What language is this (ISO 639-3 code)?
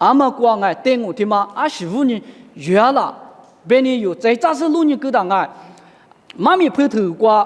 lis